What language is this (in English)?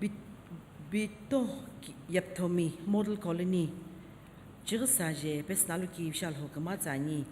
Sumi Naga